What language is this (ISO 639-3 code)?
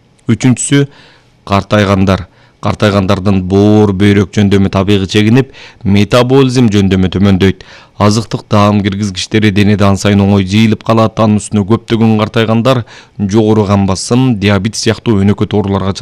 kir